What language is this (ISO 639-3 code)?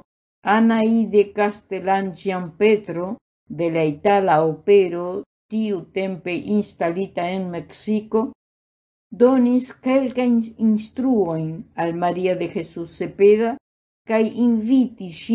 epo